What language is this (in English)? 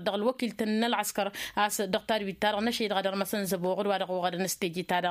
Tamasheq